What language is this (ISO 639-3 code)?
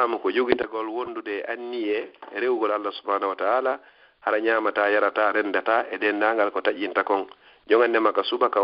ful